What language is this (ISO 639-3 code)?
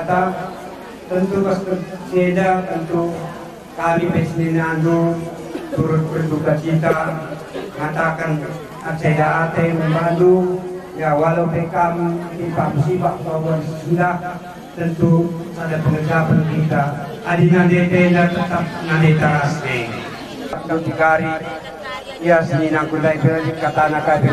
btx